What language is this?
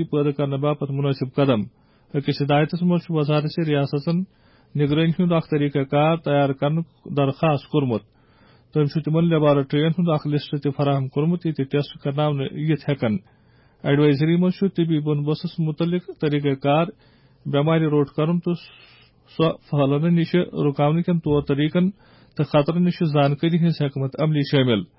Kashmiri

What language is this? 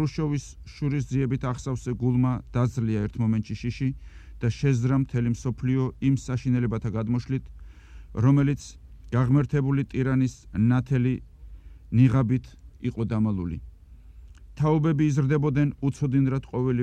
Georgian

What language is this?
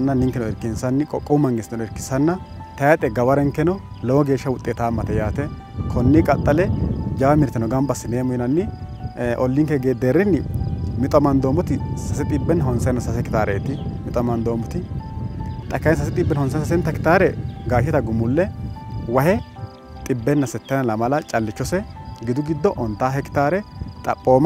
Sidamo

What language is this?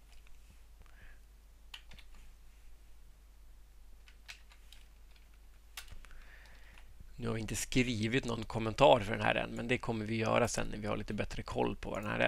Swedish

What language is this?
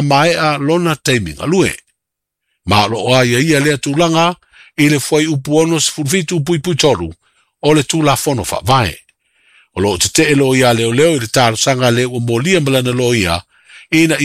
Samoan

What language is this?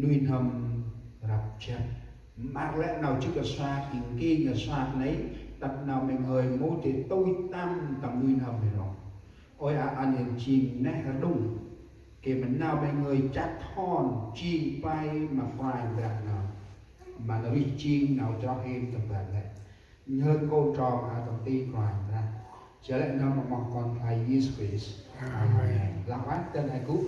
Central Mnong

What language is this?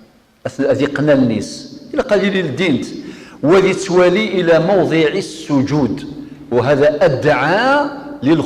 Kabyle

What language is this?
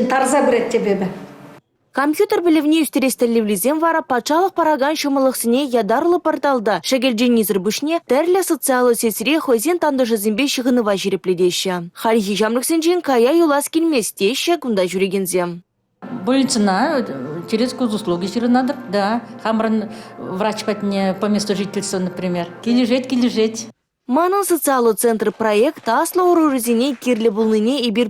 Chuvash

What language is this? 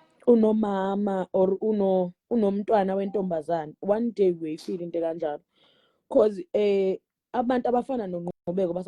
Zulu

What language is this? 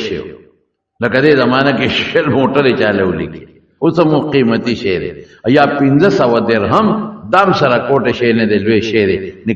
Pashto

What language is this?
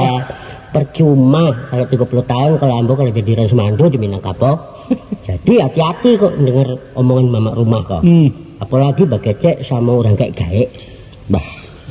Minangkabau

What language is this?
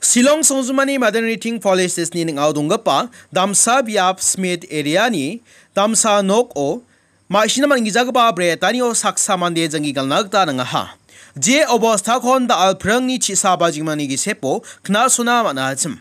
Garo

